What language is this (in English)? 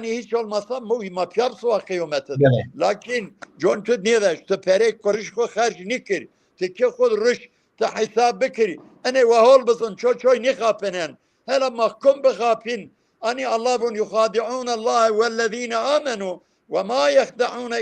Zaza